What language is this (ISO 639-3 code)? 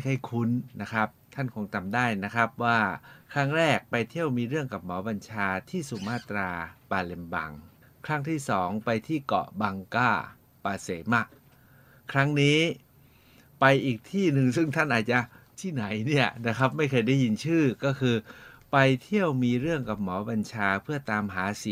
tha